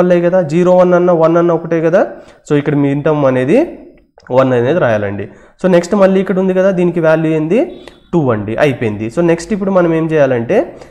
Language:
Telugu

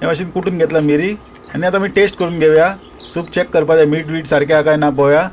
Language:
Konkani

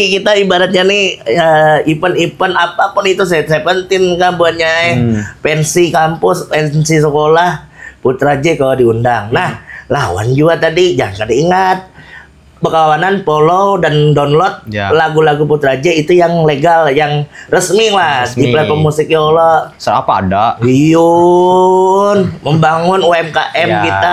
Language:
Banjar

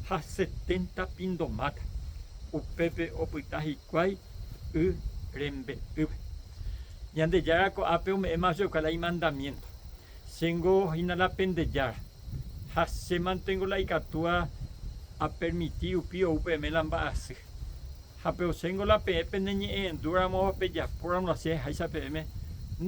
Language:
Guarani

